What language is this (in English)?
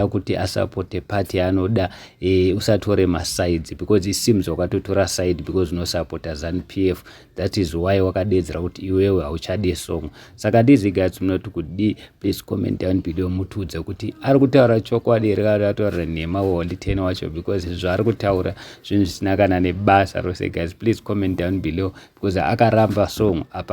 Shona